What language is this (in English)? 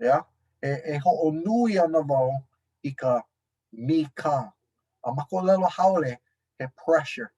Hawaiian